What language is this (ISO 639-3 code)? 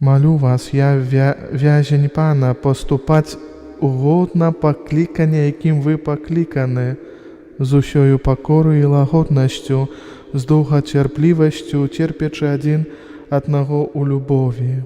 bel